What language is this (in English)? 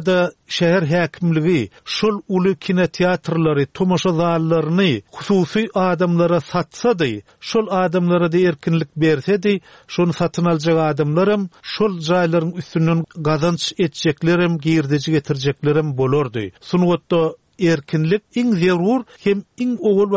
Turkmen